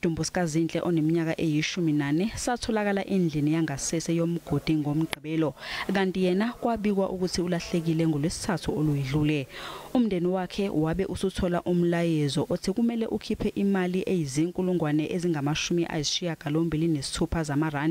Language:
Zulu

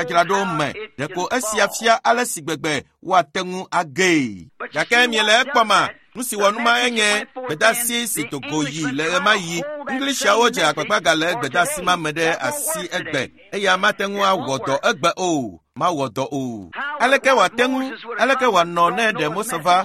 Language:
Ewe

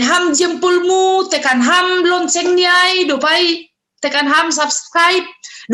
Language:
Batak Simalungun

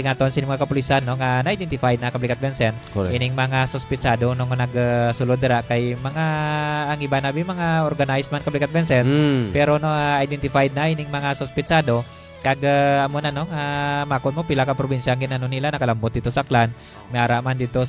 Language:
Hiligaynon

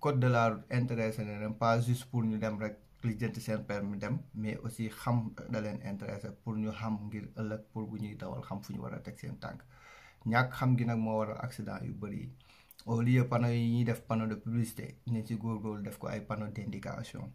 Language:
Wolof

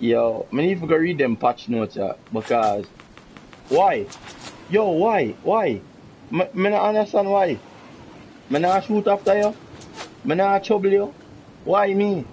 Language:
Jamaican Creole English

